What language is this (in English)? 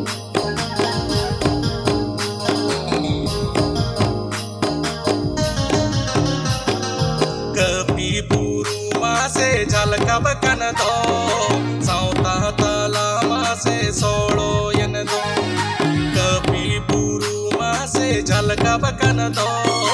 Santali